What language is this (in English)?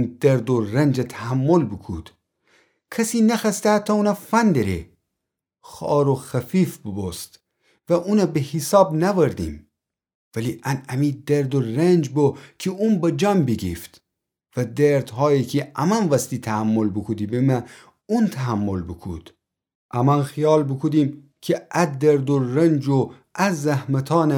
Gilaki